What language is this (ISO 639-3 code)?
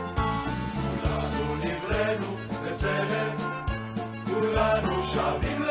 heb